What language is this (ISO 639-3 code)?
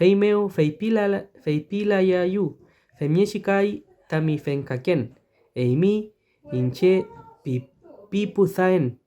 arn